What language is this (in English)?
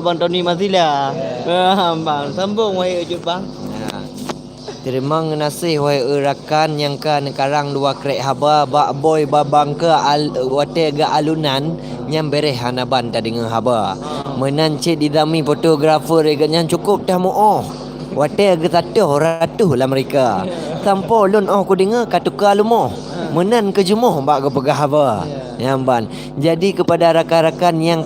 Achinese